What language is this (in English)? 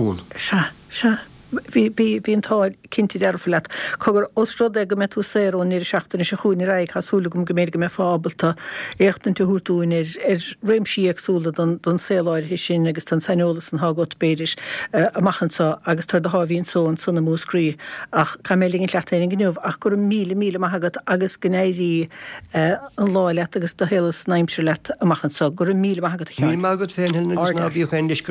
Irish